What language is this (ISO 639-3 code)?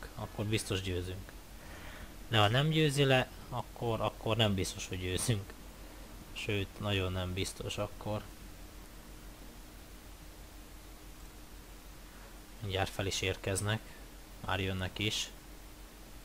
hun